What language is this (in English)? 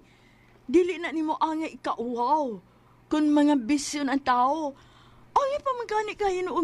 Cebuano